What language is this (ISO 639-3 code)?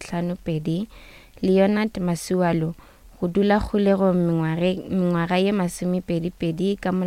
nso